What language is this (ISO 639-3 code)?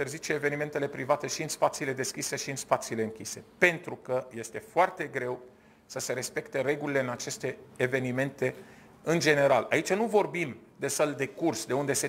ron